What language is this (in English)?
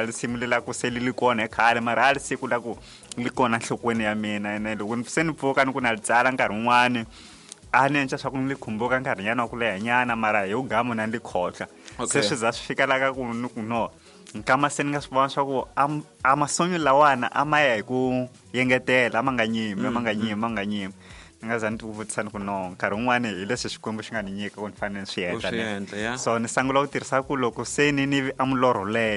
Tsonga